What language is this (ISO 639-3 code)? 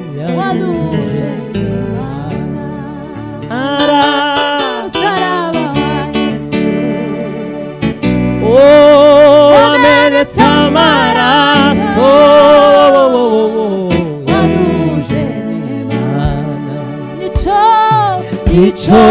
kin